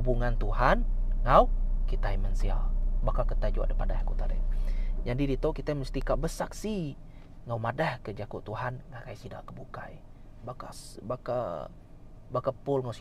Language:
Iban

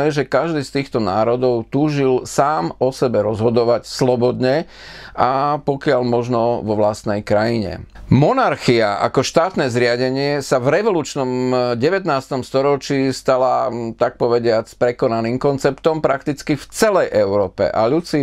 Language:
Slovak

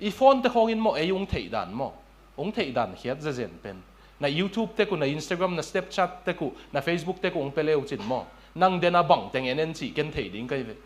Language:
Tedim Chin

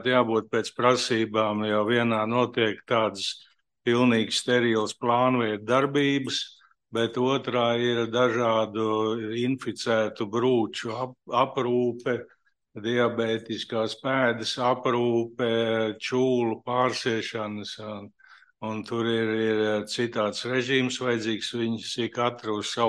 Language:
Latvian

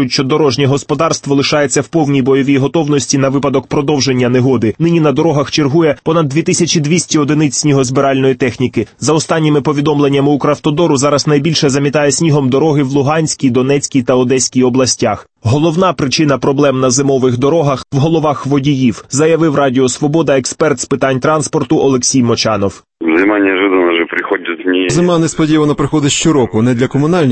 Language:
Ukrainian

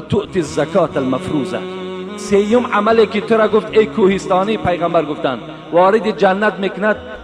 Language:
Tajik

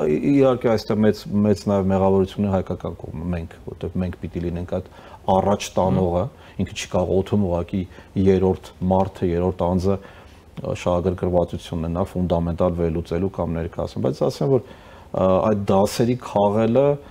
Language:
Armenian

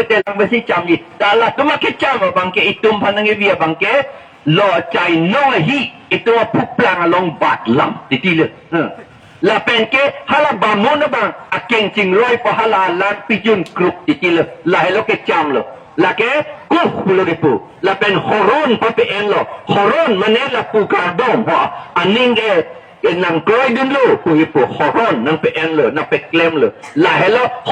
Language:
Karbi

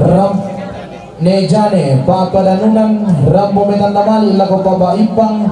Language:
Toraja-Sa'dan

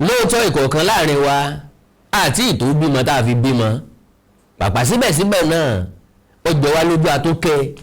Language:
Yoruba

